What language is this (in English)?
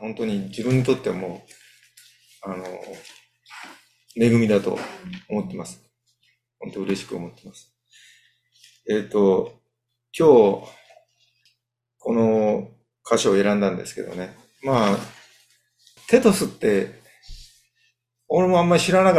Japanese